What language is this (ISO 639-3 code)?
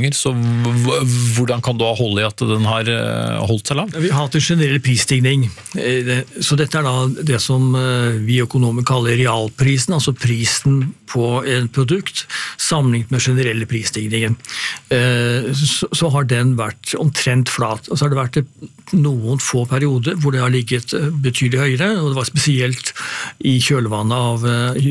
nor